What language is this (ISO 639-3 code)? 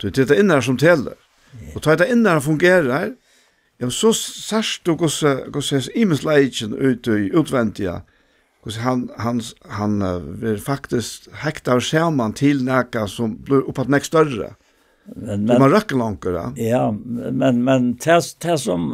fao